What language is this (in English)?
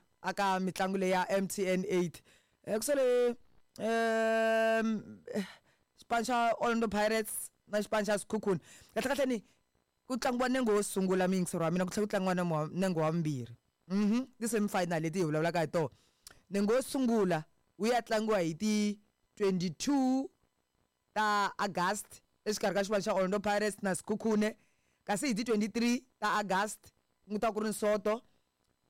Tsonga